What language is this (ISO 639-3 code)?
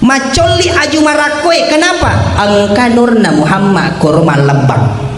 bug